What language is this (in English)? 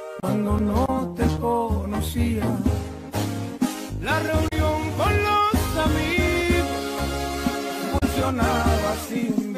Spanish